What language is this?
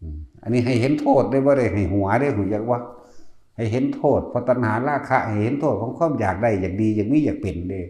Lao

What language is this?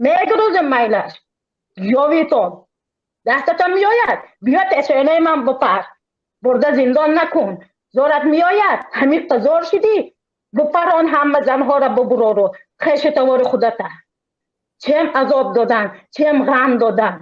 Tajik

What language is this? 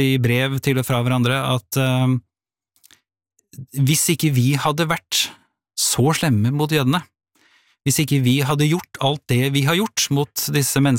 Norwegian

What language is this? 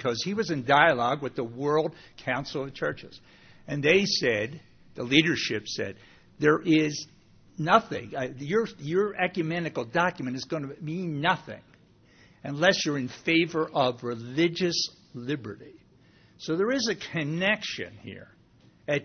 English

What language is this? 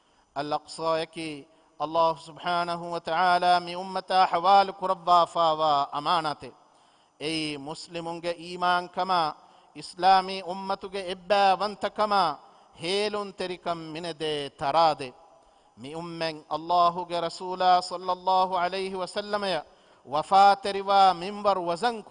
Divehi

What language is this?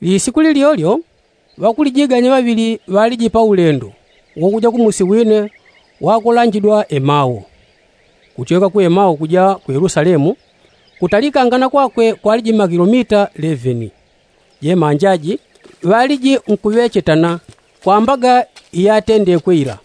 Yao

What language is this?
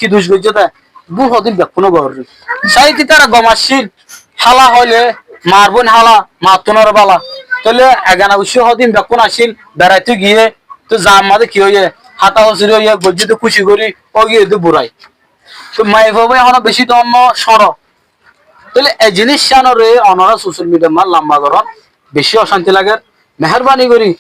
Rohingya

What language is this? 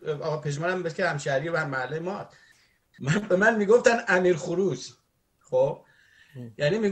Persian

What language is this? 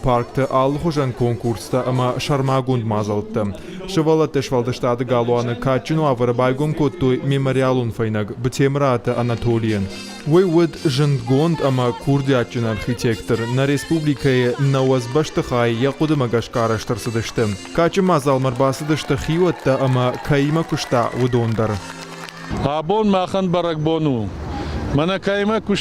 Ossetic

